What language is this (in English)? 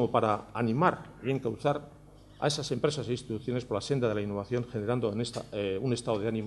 Spanish